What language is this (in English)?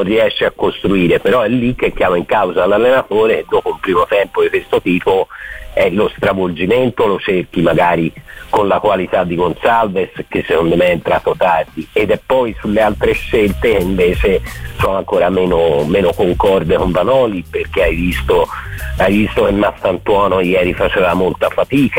Italian